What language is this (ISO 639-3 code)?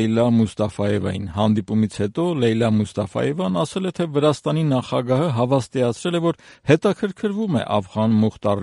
hye